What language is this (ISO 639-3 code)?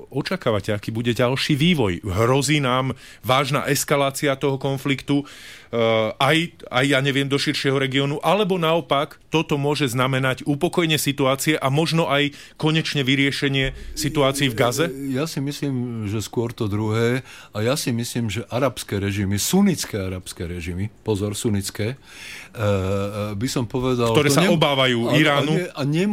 slk